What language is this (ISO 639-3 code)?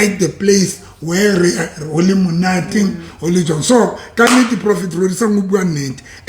sot